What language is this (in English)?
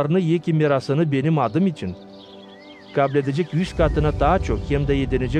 Gagauz